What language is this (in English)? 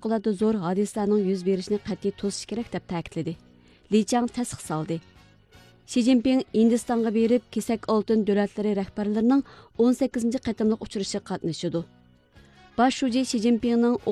Uyghur